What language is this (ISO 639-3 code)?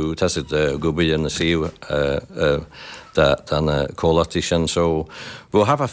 gle